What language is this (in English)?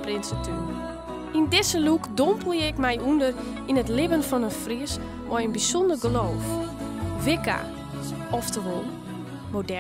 Western Frisian